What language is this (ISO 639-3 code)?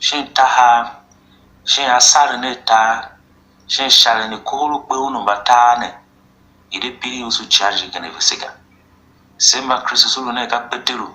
tiv